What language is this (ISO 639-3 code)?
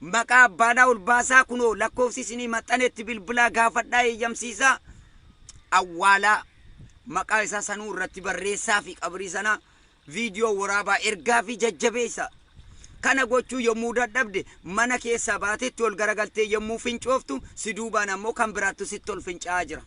orm